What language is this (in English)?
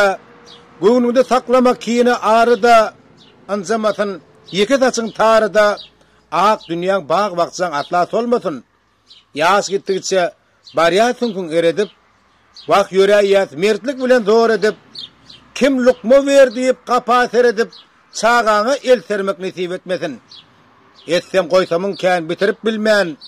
Turkmen